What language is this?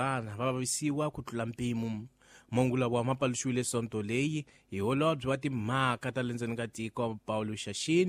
Tsonga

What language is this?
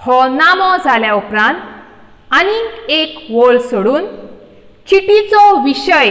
Konkani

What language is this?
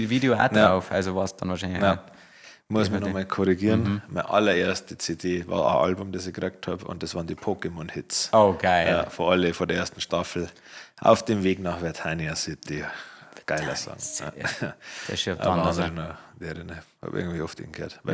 Bavarian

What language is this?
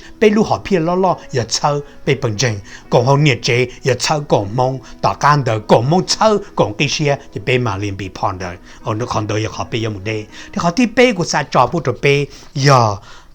Hmong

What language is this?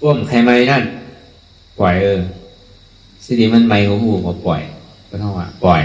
Shan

